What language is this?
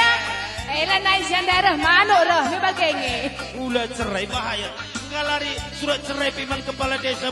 Batak Karo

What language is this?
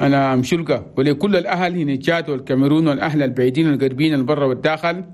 Chadian Arabic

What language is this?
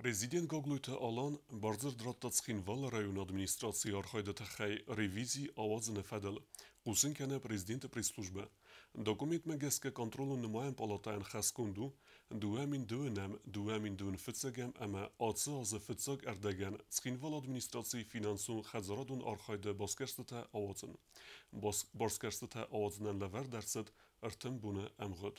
Ossetic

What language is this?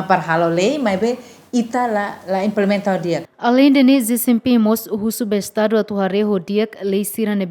Tetum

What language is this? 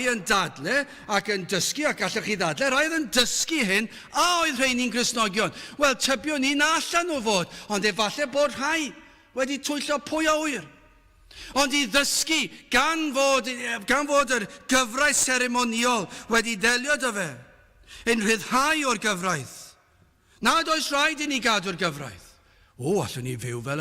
Welsh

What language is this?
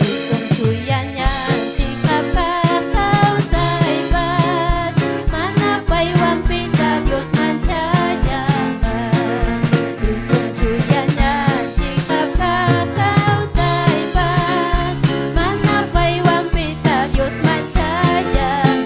Ayacucho Quechua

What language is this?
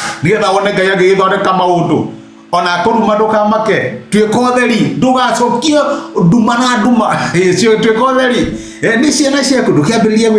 Kikuyu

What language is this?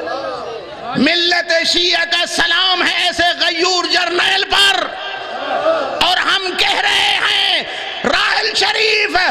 Urdu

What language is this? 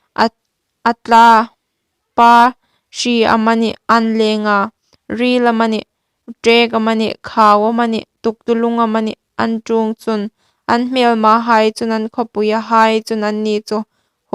Hmar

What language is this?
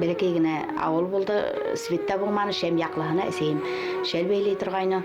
Bashkir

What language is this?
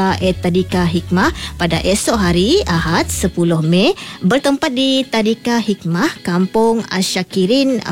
Malay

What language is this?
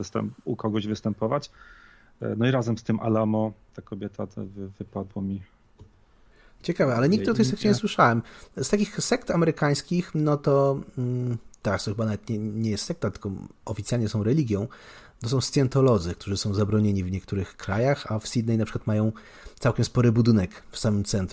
Polish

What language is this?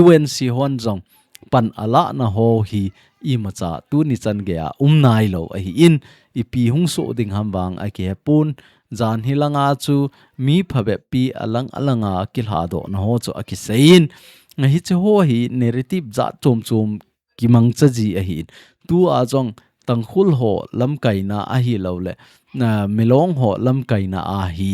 Thado Chin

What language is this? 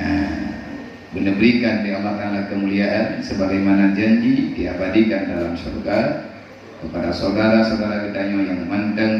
Achinese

